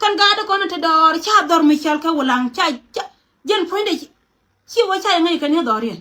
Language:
Nuer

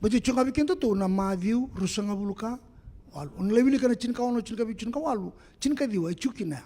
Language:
Fijian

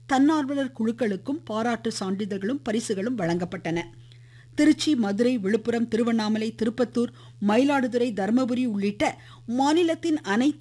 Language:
Tamil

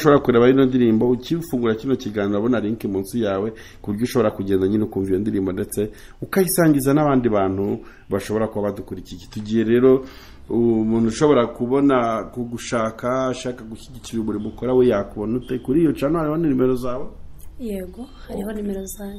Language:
Kinyarwanda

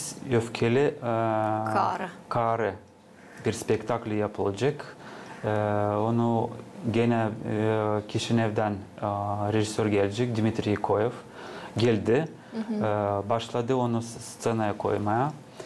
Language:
Gagauz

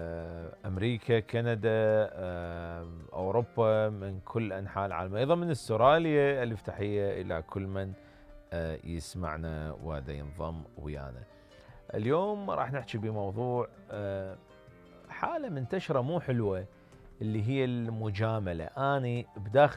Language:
Mesopotamian Arabic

